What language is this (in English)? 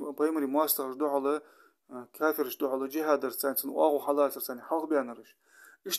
Ingush